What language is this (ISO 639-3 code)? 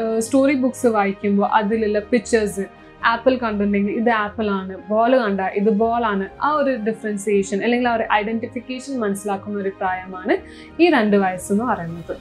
mal